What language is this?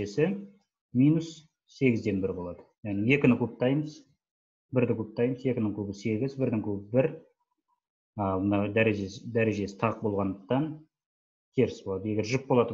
Kazakh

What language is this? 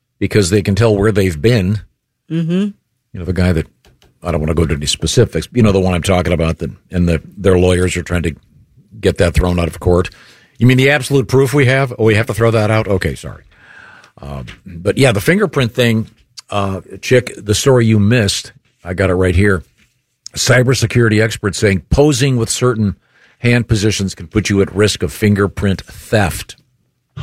English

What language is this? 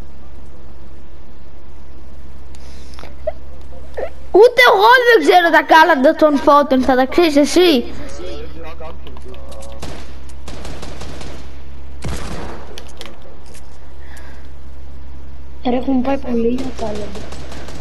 Greek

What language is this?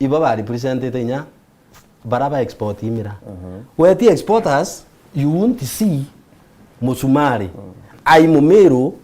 Meru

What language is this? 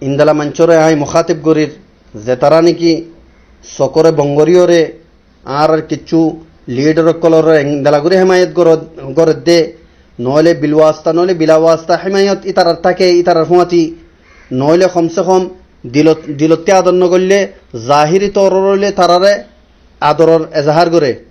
Rohingya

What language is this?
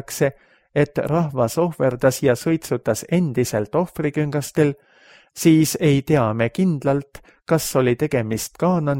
Estonian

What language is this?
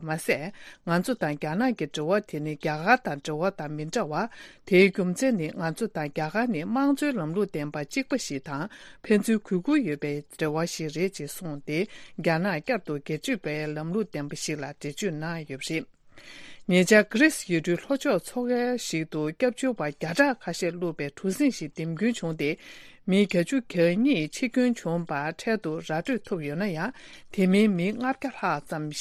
Tibetan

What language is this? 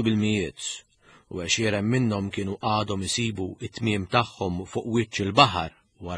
Maltese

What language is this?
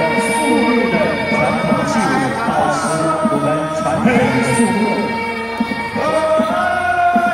Chinese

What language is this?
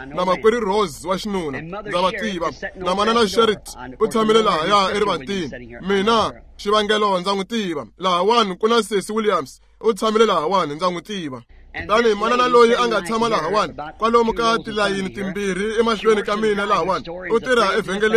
Tsonga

